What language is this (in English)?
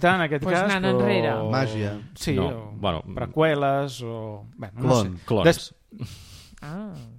Catalan